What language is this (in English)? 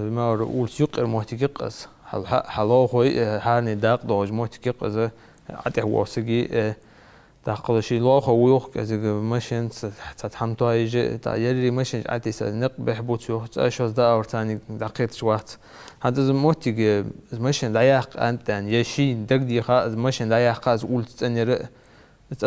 Ingush